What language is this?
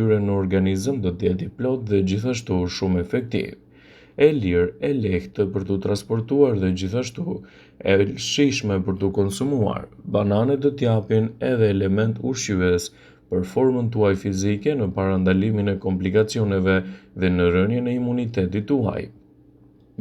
Albanian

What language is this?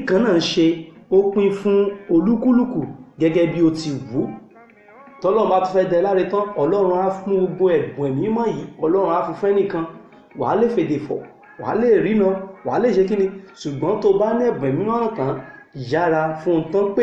Yoruba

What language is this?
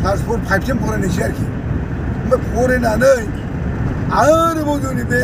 Bodo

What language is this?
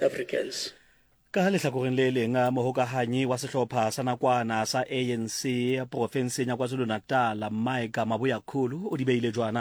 Southern Sotho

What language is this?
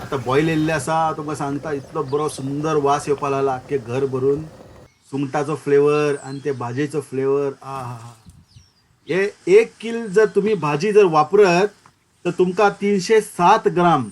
Konkani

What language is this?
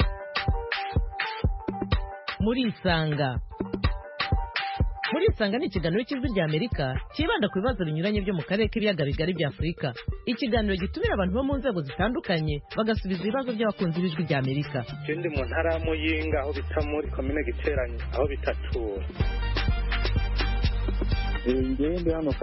Kinyarwanda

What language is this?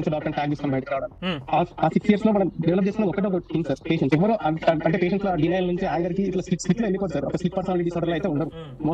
Telugu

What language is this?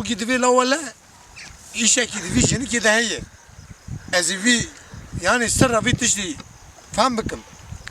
Kurdish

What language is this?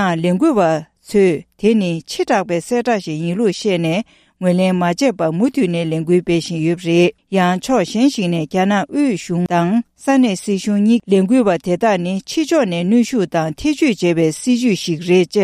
Tibetan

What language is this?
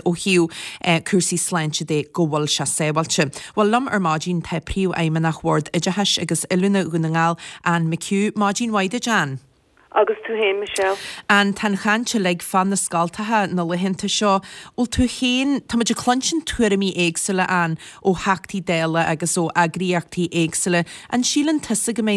Irish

